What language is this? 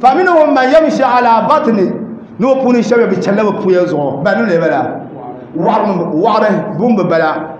Dagbani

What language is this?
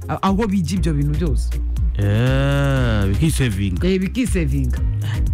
Kinyarwanda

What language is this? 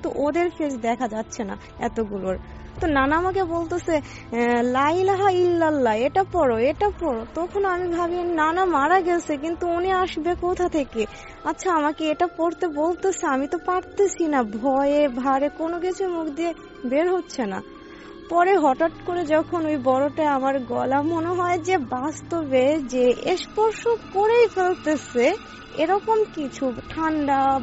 Bangla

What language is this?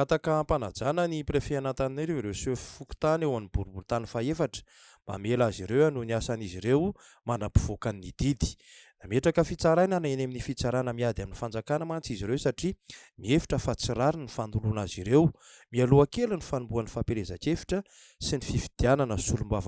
Malagasy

